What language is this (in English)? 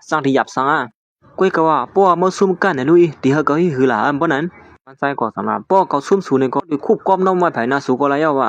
Shan